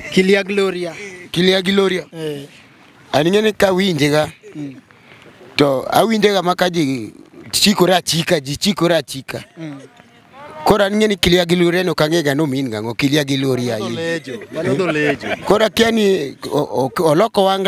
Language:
Luo (Kenya and Tanzania)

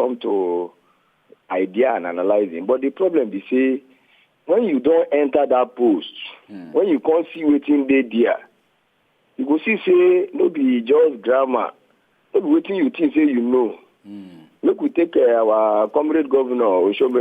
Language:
Nigerian Pidgin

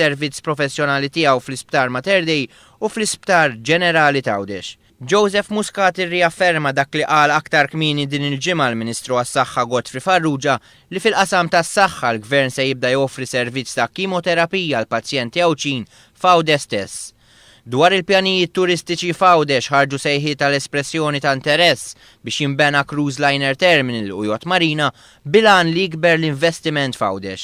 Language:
Maltese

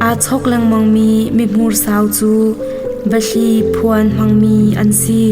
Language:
Hakha Chin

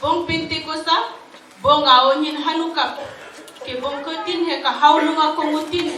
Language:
Dehu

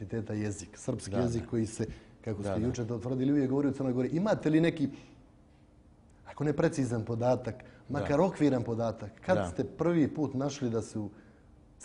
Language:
Serbian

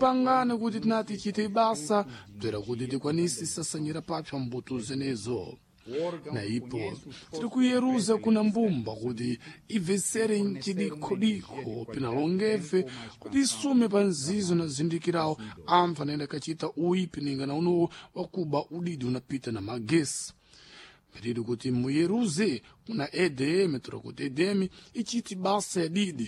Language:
Sena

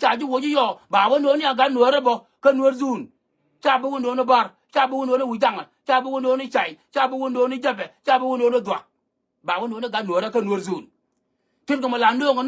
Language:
Nuer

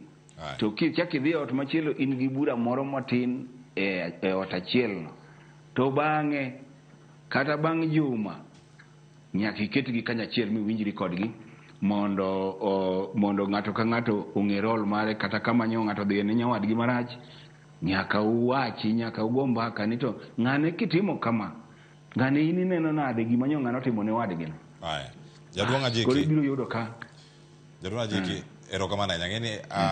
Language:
Luo (Kenya and Tanzania)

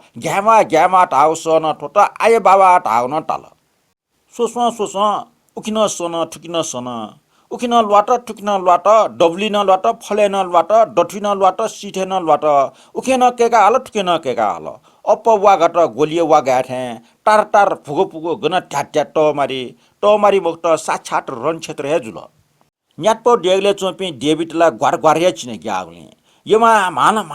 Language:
Newari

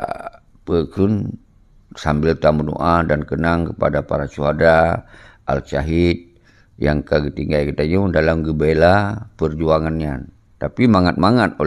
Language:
Achinese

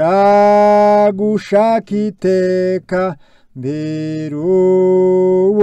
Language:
Kinyarwanda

